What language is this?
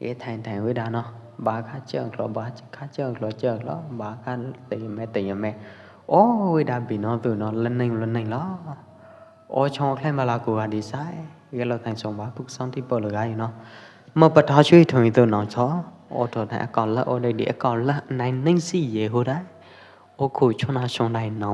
Pwo Eastern Karen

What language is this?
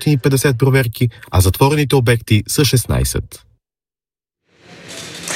Bulgarian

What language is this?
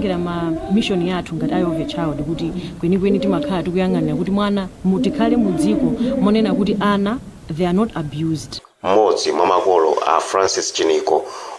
Nyanja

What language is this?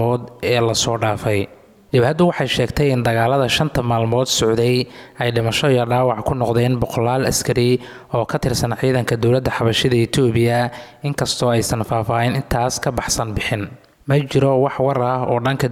Somali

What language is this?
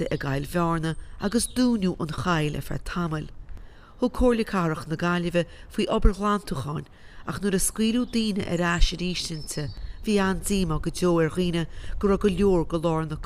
Irish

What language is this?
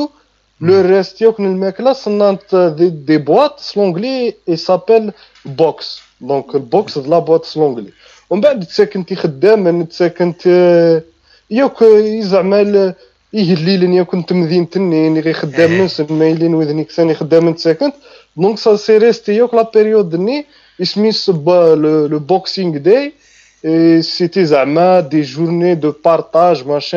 Kabyle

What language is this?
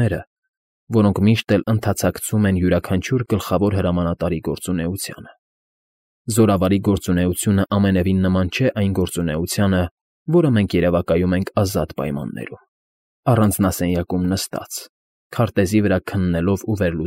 Armenian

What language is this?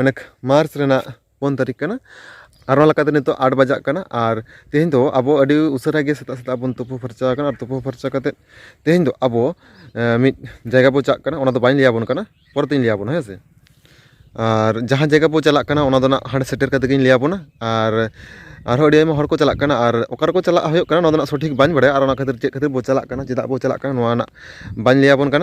Santali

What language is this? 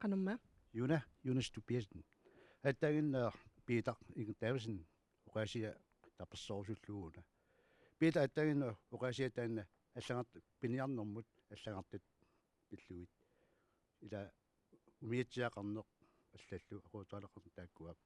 Kalaallisut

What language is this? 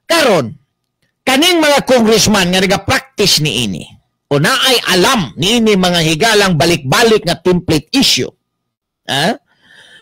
Cebuano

